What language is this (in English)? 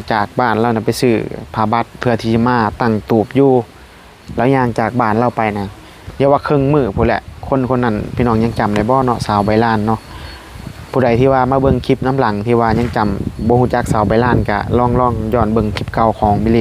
Northeastern Thai